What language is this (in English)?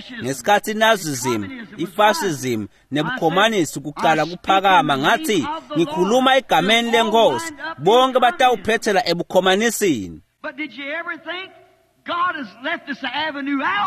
Swati